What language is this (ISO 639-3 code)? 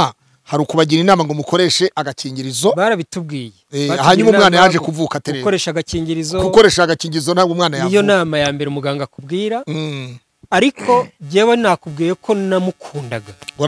kin